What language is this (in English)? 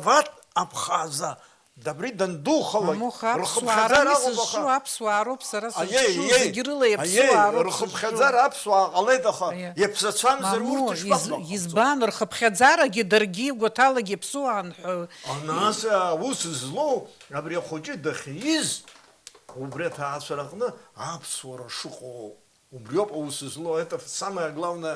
Abkhazian